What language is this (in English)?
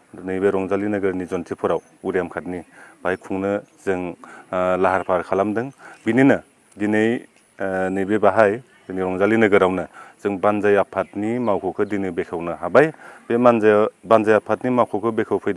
Bodo